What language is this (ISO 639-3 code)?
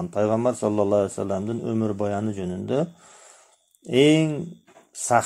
kir